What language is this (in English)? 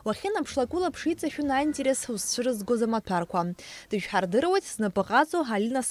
Abkhazian